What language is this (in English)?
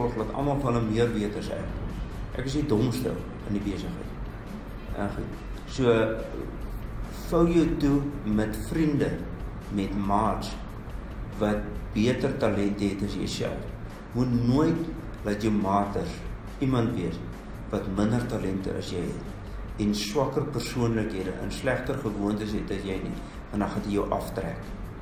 Afrikaans